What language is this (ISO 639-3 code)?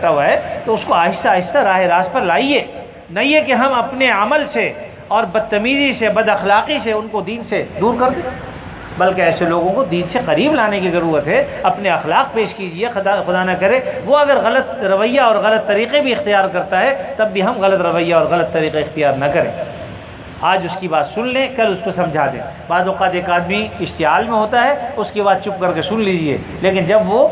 urd